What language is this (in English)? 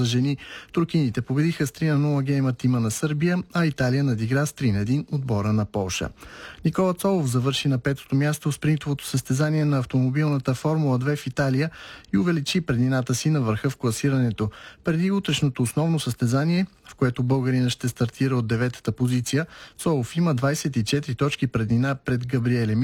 Bulgarian